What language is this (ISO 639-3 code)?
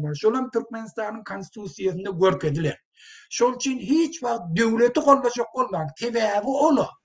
tuk